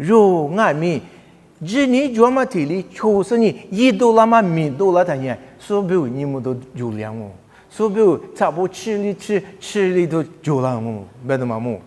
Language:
Lisu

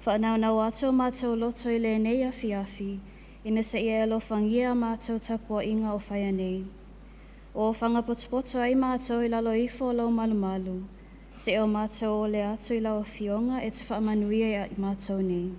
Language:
Samoan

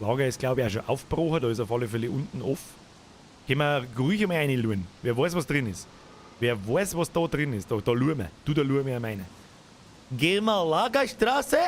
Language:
Bavarian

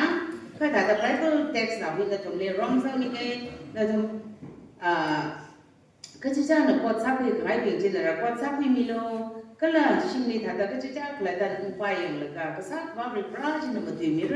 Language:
Tangkhul Naga (India)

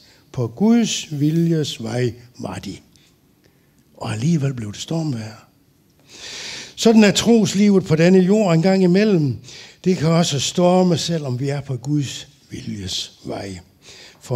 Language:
Danish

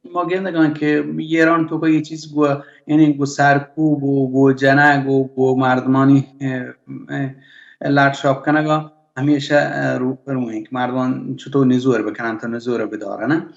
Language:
Baluchi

